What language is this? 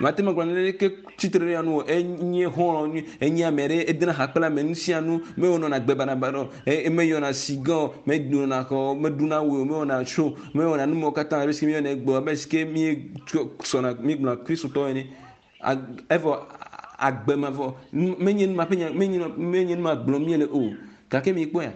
Ewe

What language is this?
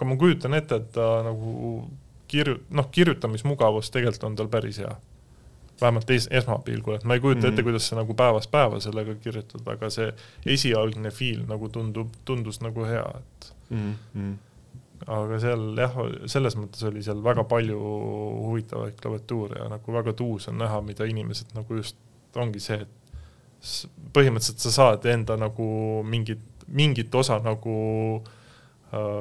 Estonian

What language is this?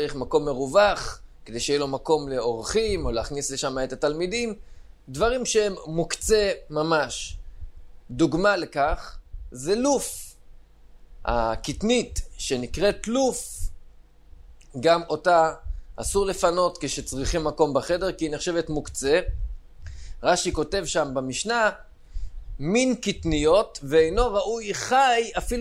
Hebrew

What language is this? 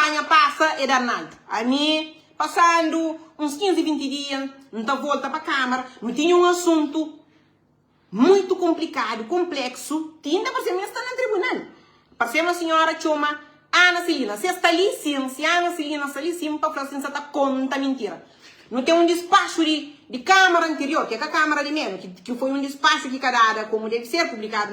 Kabuverdianu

